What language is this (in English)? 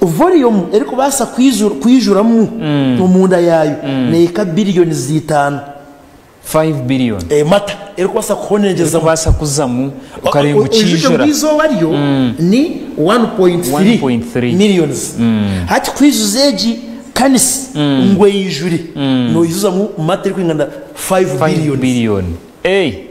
Nyankole